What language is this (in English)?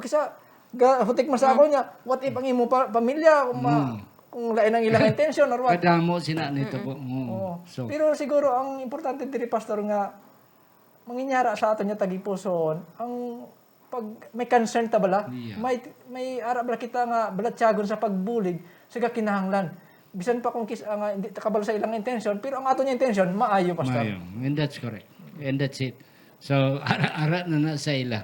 Hiligaynon